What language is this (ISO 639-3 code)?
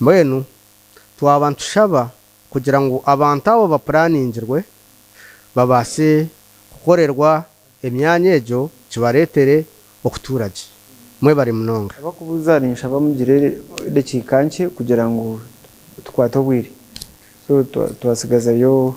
nyn